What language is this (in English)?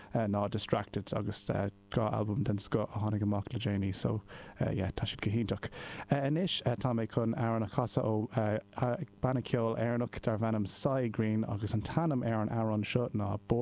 Irish